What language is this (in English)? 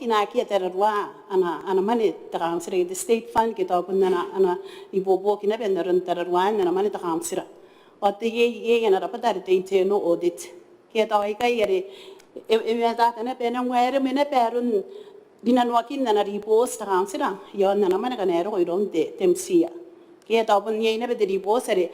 Gilbertese